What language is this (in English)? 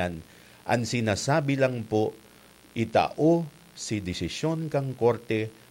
Bikol